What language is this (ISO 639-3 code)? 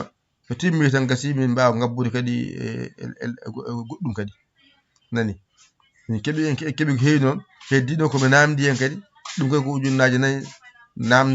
ful